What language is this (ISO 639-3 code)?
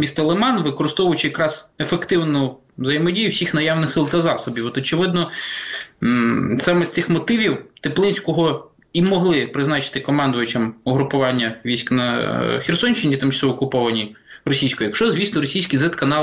ukr